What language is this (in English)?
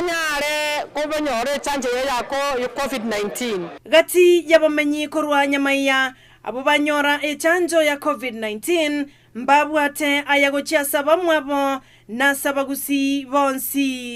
Gusii